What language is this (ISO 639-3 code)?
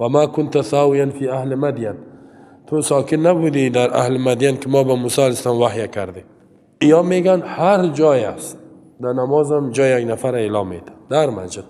fas